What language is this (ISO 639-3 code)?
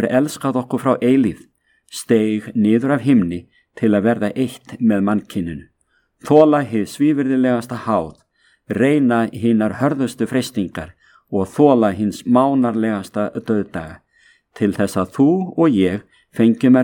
isl